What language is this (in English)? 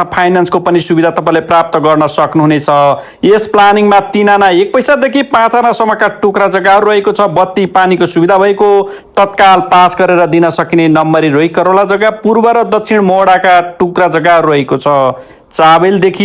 Nepali